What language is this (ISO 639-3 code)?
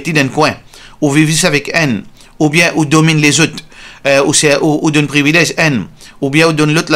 mfe